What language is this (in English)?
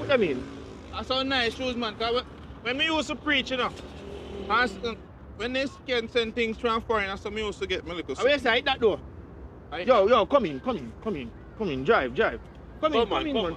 Jamaican Creole English